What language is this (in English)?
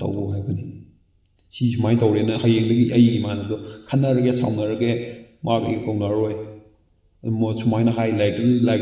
Manipuri